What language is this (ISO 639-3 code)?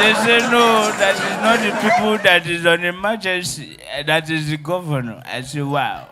pcm